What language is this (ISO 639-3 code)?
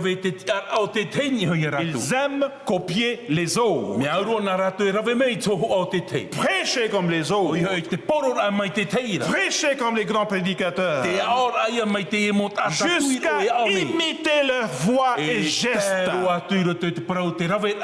tah